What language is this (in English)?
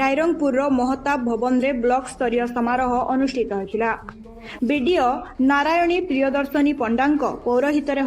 Odia